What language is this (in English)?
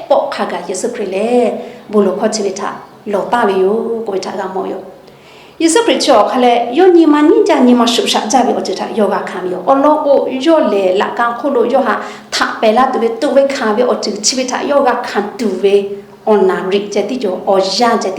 Lahu